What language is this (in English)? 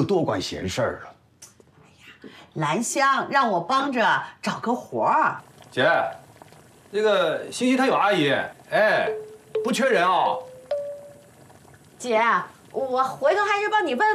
Chinese